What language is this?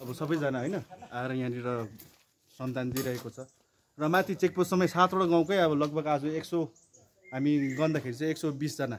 Nepali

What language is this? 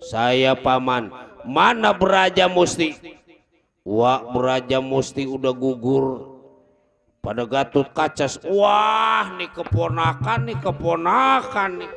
Betawi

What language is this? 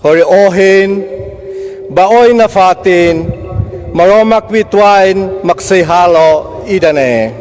Tetum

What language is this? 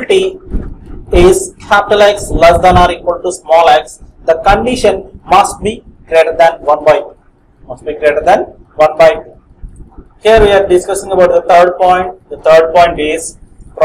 English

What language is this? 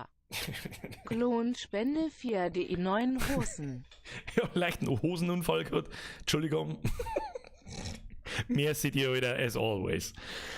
Bavarian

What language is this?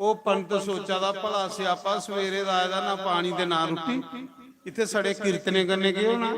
Dogri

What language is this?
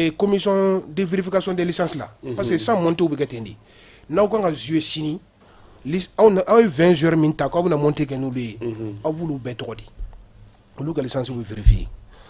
Bambara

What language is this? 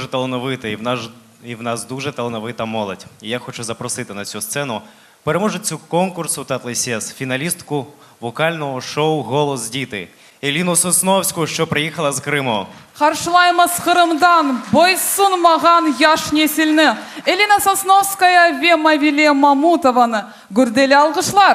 Crimean Tatar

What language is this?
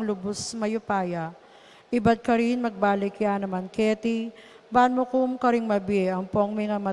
Pampanga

